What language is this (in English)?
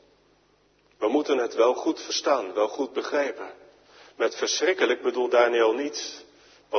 Dutch